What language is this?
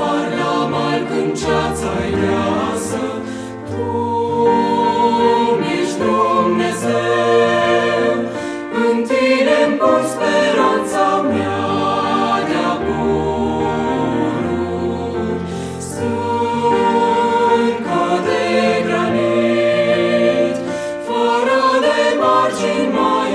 Romanian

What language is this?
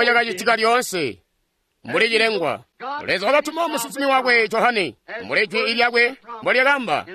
Tonga (Zambia)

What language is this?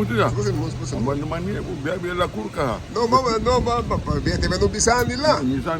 Garifuna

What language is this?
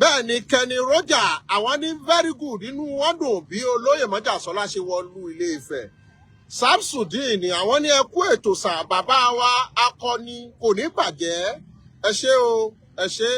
Yoruba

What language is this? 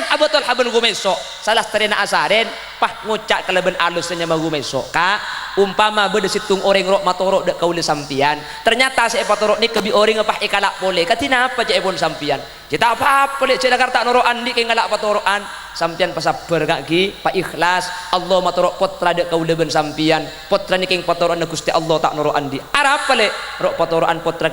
Madurese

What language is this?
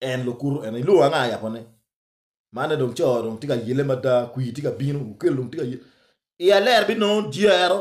Acoli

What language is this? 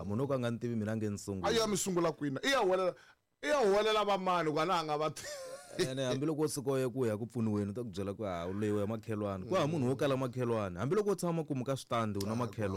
Tsonga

